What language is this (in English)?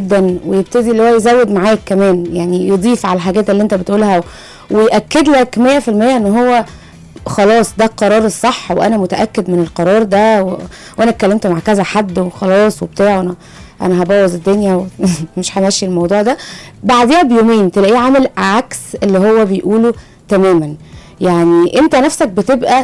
Egyptian Arabic